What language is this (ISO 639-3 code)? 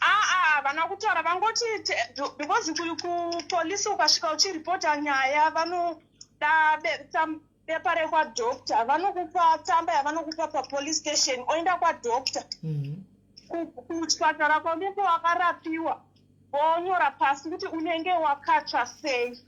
sna